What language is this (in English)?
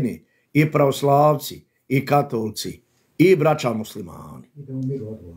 Bosnian